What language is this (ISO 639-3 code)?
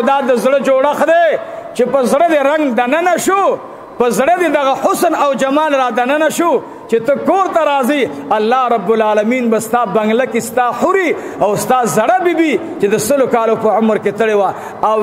pus